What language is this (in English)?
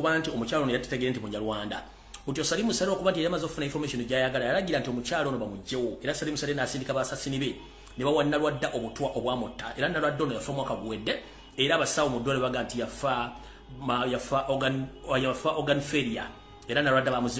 Ganda